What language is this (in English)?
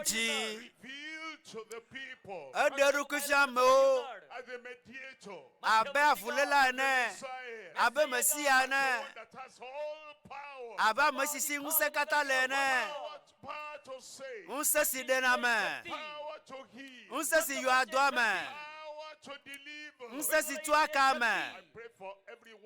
Ewe